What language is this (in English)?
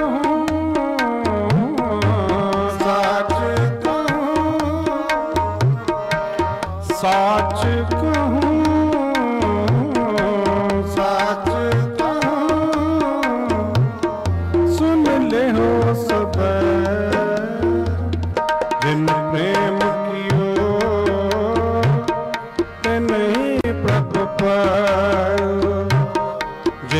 Punjabi